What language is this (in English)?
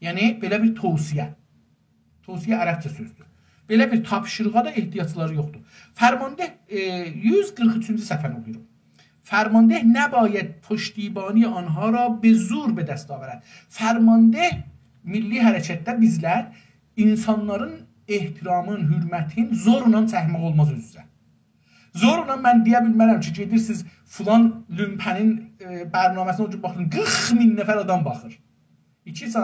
South Azerbaijani